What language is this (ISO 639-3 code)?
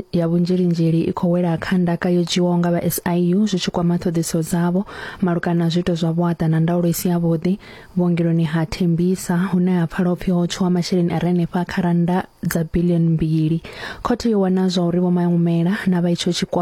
ven